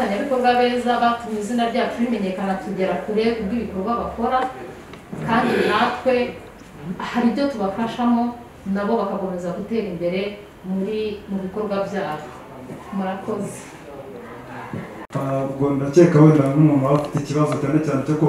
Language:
Kinyarwanda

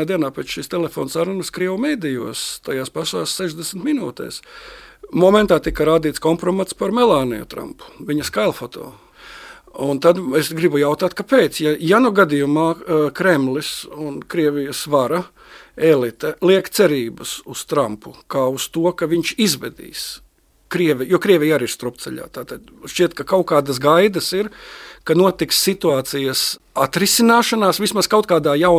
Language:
Latvian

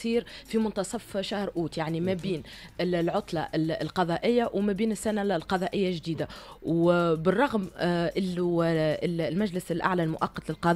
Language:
Tunisian Arabic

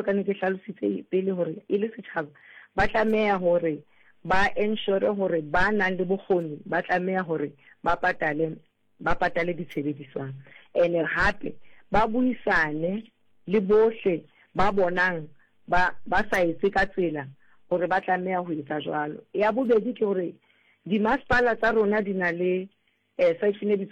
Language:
Southern Sotho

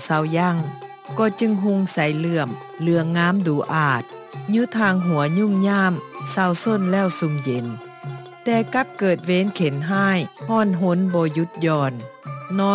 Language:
Lao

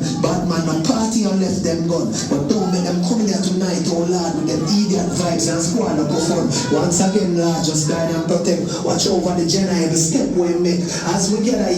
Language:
Jamaican Creole English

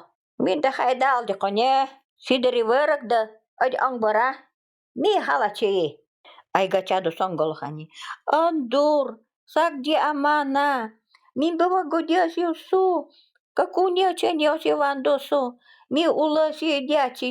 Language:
Nanai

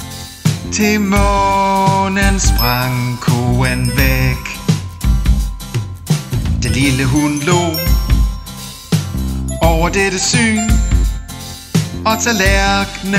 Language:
Danish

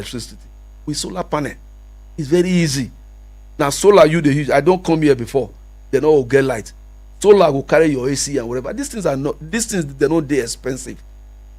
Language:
Nigerian Pidgin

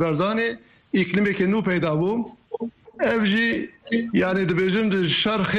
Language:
Kurdish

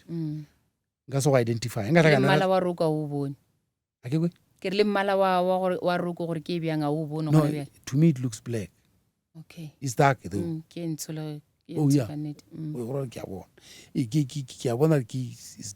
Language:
Northern Sotho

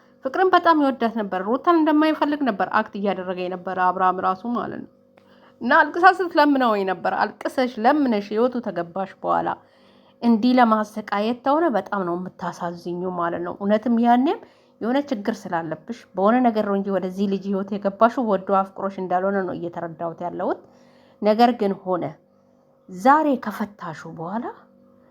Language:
Amharic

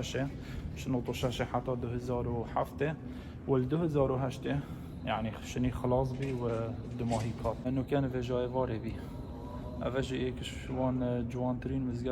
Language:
Kurdish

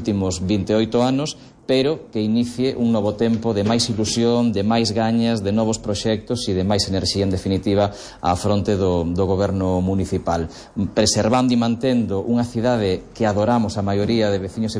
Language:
Galician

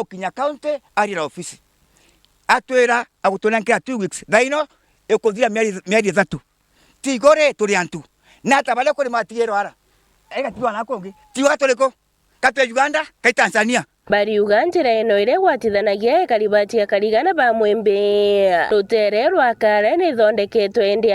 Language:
Meru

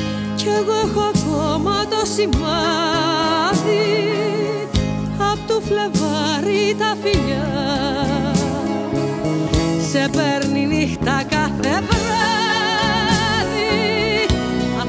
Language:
Greek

